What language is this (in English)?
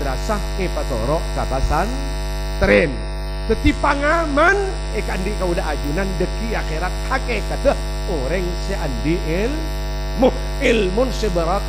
Madurese